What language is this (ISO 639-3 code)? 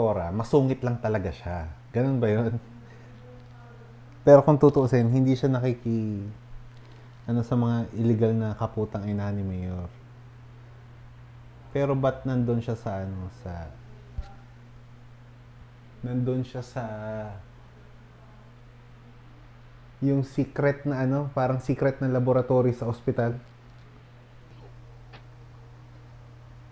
fil